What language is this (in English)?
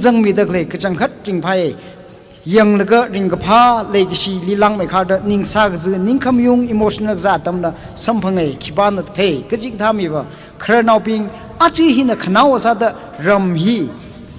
Tangkhul Naga (India)